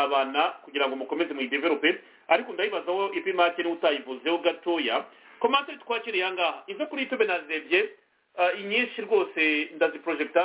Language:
Kinyarwanda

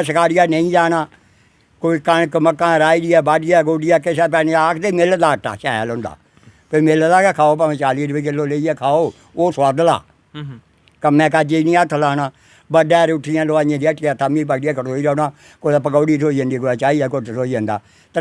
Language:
Dogri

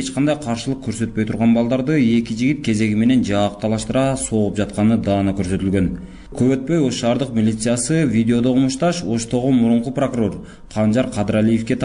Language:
Kyrgyz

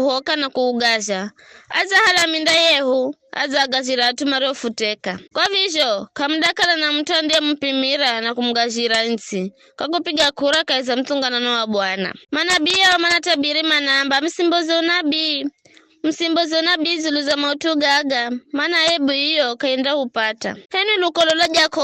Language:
Giryama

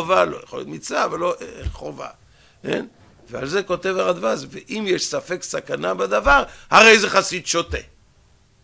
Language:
Hebrew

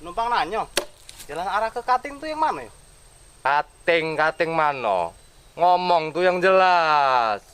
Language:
Musi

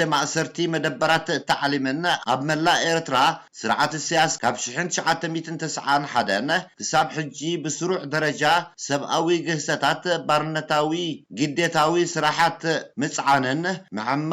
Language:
Tigrinya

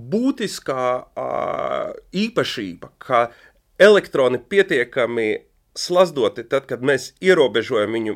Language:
Latvian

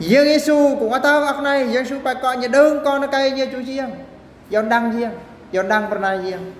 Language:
Eastern Bru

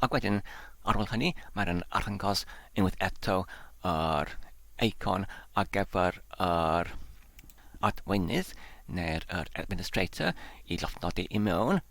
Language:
Welsh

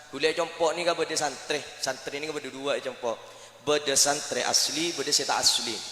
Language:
Madurese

